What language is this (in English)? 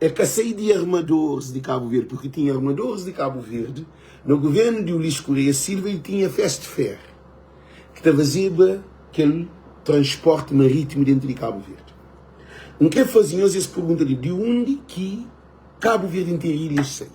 Kabuverdianu